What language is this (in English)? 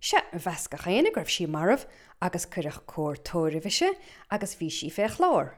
Irish